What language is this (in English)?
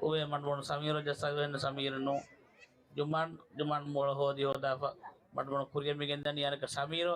Divehi